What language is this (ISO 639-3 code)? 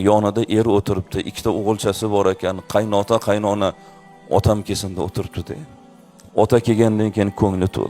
uzb